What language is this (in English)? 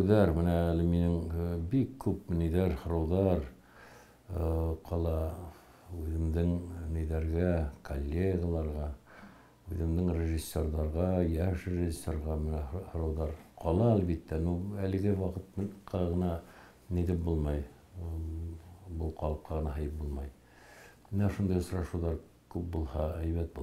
Bashkir